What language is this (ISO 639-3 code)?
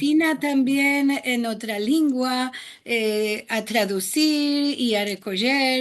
lad